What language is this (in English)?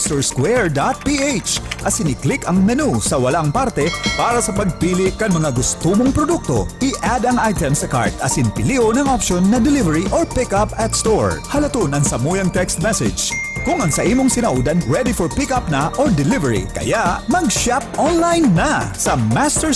Bikol